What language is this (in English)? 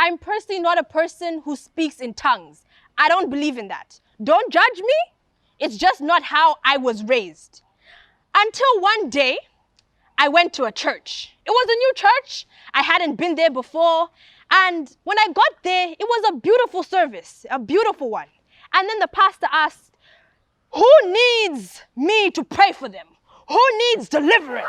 English